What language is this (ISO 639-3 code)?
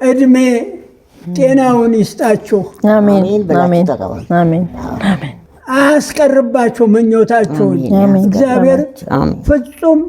amh